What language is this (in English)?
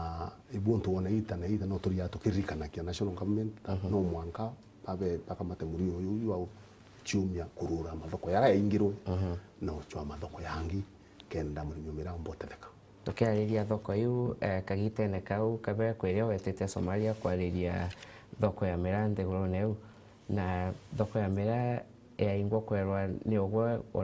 Meru